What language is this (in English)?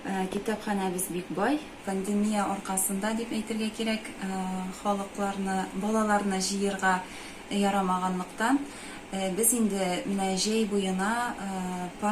Tatar